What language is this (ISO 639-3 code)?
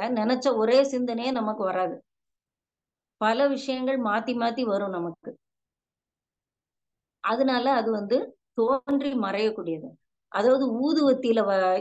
tam